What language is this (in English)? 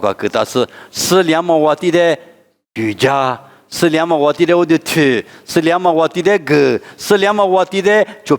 Lisu